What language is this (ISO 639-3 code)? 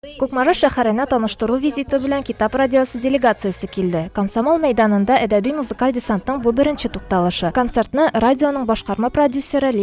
tat